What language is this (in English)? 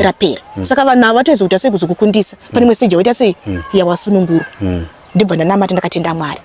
Shona